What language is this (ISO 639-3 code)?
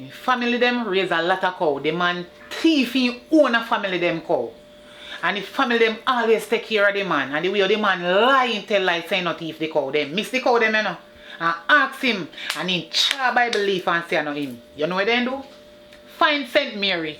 jam